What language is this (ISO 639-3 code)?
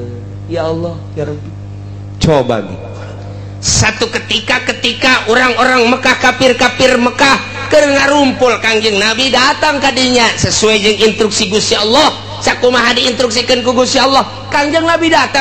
sun